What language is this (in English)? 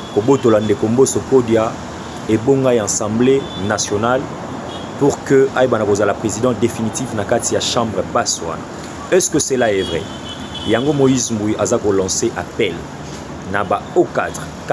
Lingala